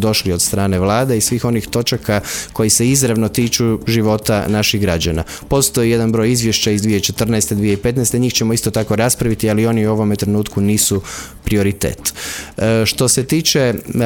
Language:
Croatian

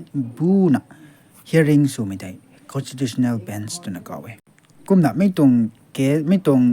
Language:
Rongmei Naga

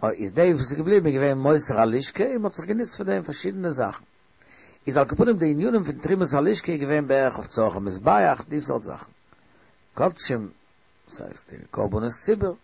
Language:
Yiddish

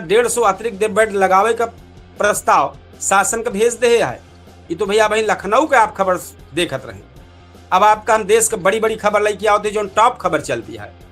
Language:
Awadhi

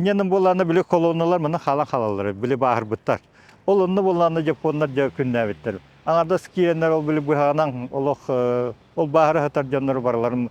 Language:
Yakut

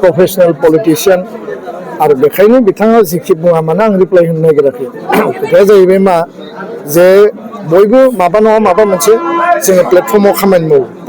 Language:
Bodo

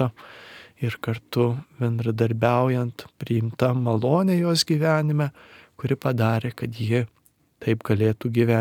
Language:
Lithuanian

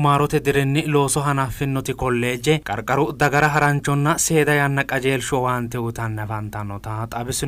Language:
Sidamo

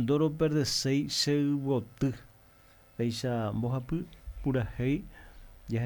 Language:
Guarani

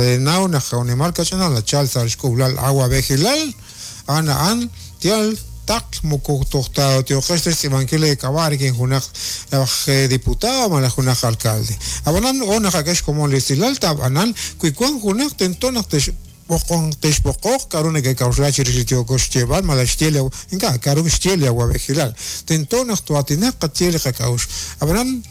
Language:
Kekchí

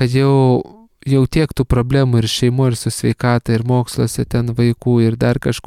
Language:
Lithuanian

